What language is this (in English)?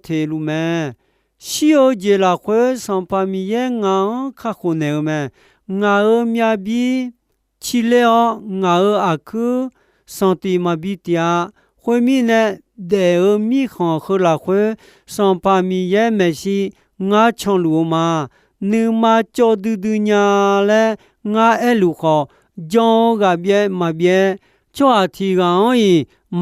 Akha